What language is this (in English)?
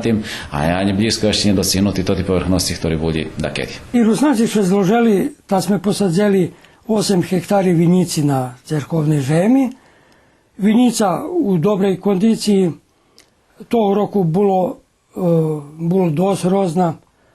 Rusyn